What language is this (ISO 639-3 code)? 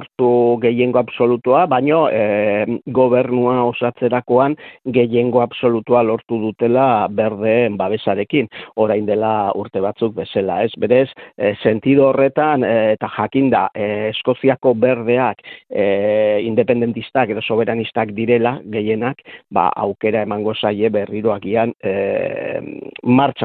eus